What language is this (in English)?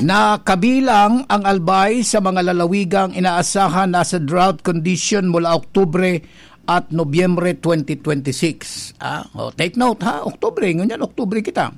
Bikol